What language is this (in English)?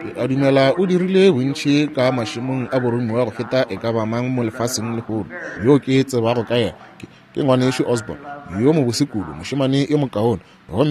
Northern Sotho